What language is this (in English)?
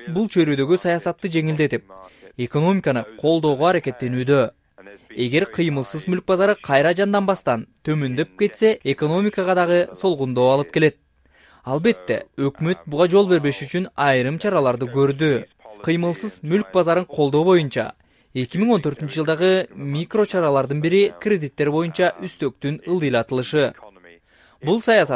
Kyrgyz